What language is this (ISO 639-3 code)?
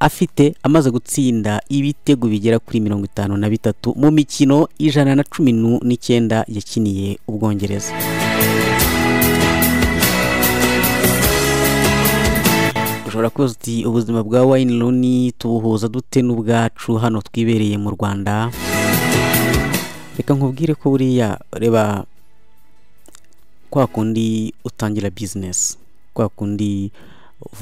kin